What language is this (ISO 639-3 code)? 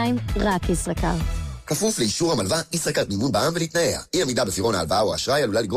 heb